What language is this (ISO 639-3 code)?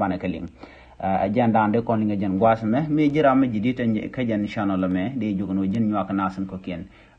nus